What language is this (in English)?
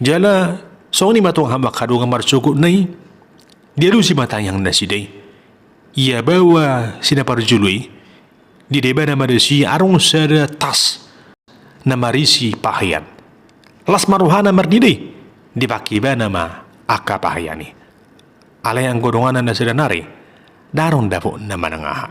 Batak Toba